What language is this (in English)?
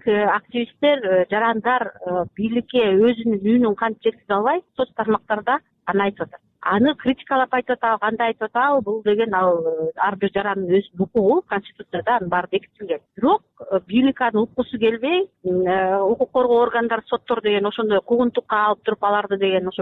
Kyrgyz